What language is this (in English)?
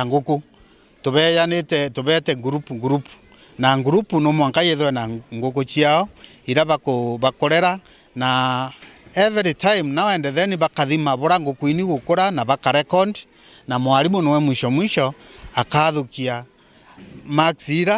Meru